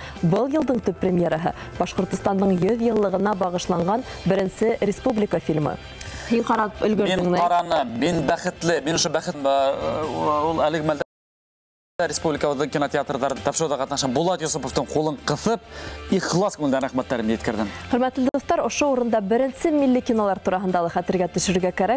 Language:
Bashkir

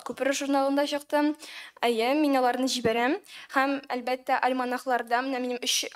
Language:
Tatar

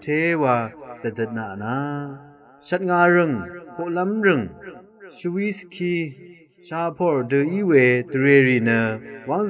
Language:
Rawang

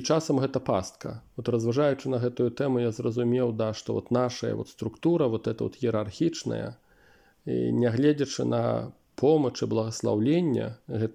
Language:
Belarusian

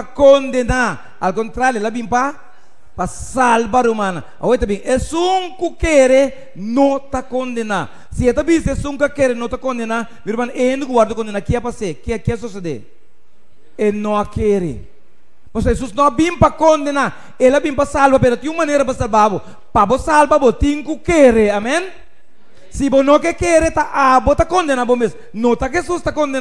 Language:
Papiamento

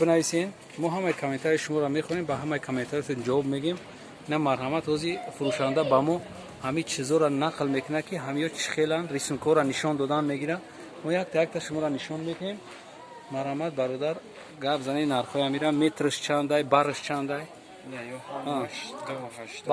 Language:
Tajik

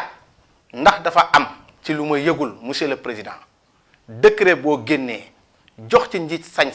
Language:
Wolof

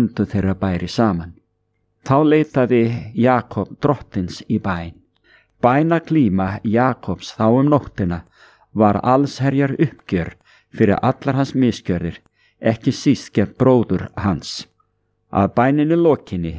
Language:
Icelandic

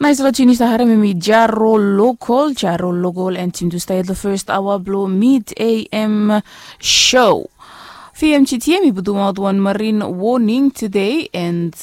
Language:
Bislama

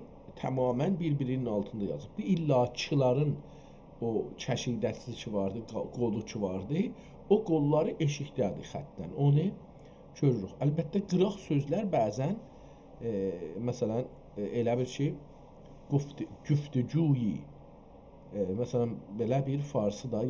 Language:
South Azerbaijani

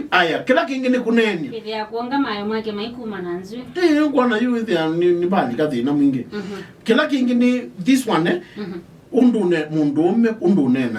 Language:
Kamba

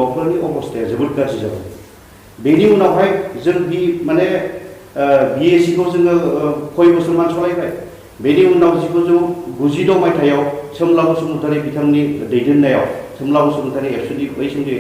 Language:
Bodo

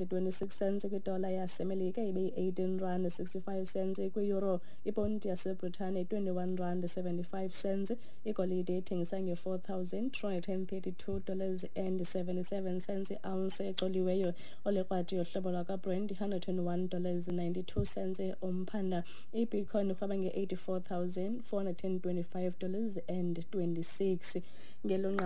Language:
Xhosa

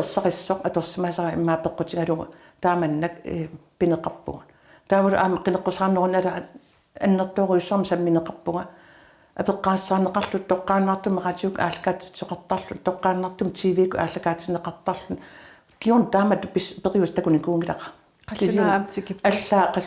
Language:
Kalaallisut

